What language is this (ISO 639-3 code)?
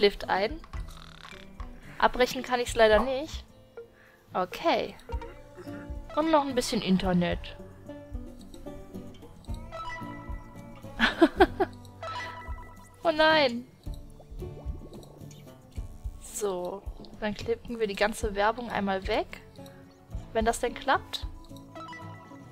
deu